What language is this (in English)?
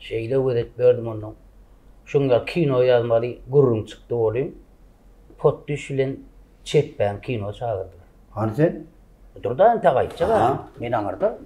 Turkmen